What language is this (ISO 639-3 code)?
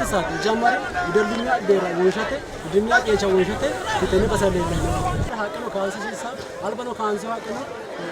sid